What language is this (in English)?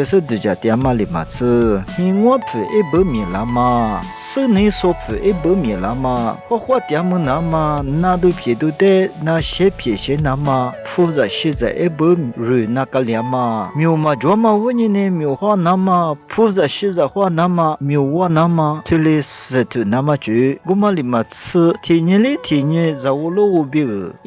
Lisu